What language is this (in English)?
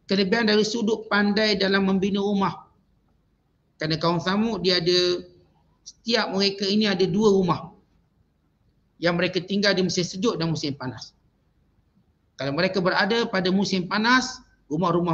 Malay